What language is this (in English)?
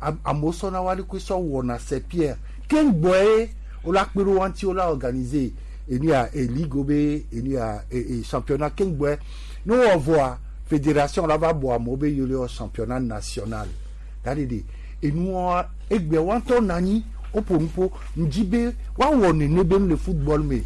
Gen